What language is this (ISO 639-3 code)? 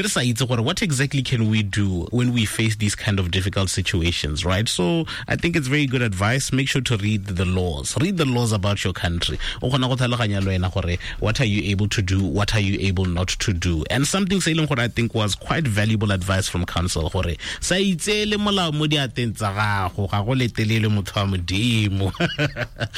tsn